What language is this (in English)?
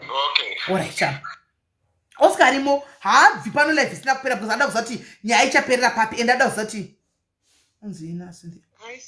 Shona